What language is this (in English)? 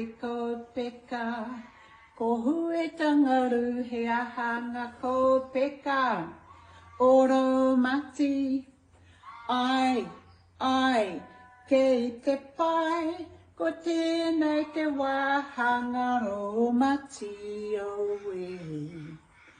Māori